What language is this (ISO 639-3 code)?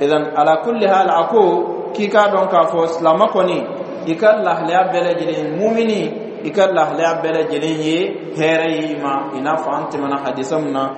bam